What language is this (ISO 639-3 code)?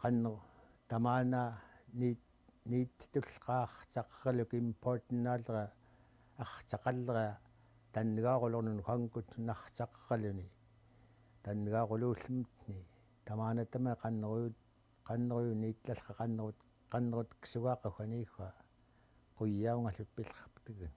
esu